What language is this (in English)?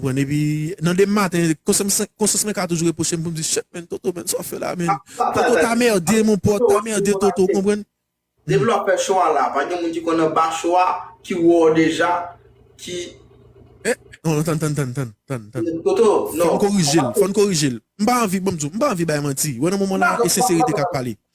Haitian Creole